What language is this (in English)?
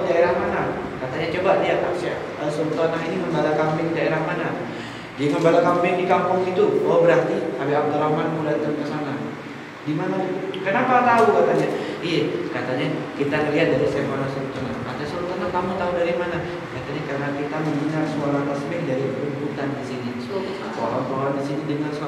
Indonesian